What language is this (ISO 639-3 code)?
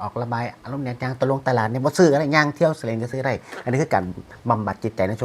tts